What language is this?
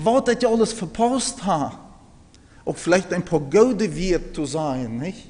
Plautdietsch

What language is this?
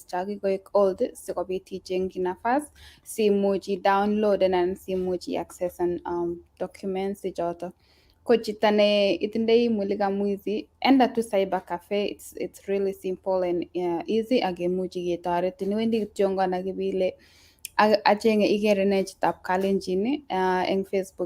Kalenjin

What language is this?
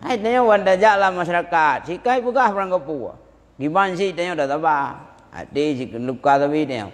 Achinese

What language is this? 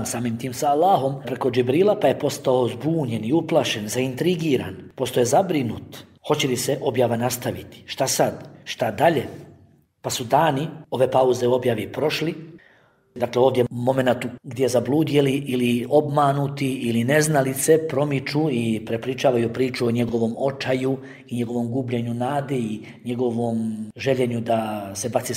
Bosnian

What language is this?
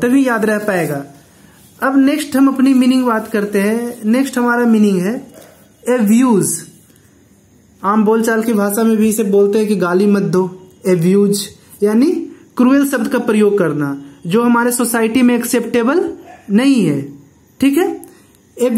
Hindi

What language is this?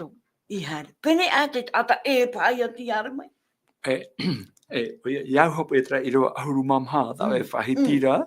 Tahitian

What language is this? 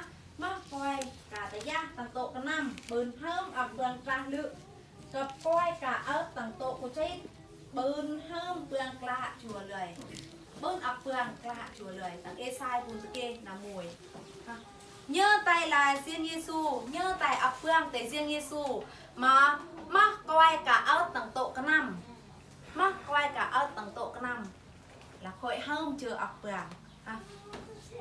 Eastern Bru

